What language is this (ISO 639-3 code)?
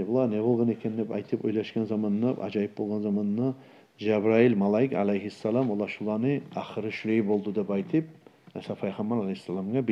kum